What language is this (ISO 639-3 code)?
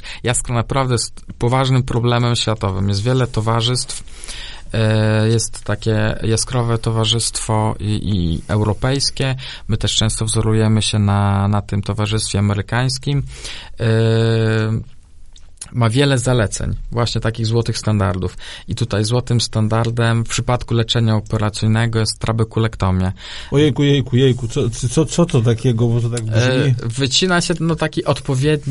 pol